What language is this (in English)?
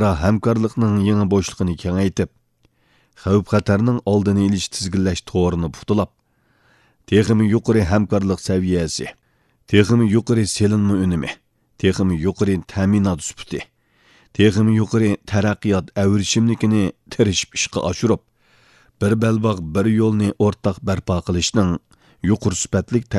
Uyghur